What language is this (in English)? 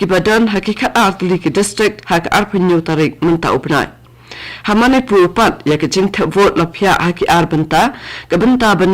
Khasi